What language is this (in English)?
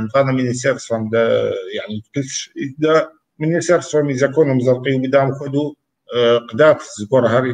Kabardian